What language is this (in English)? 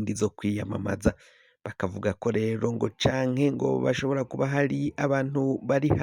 Rundi